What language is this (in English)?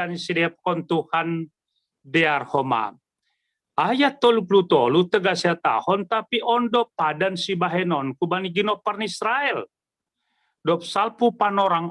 Batak Simalungun